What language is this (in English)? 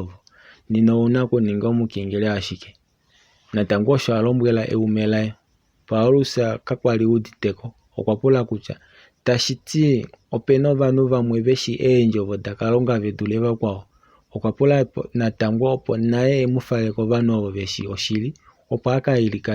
Kuanyama